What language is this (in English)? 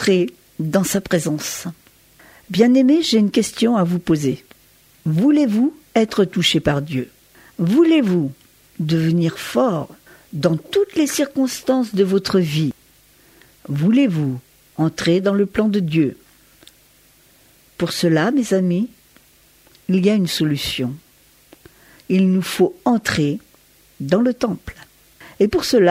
French